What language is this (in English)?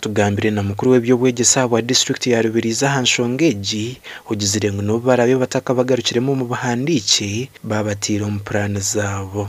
Nyankole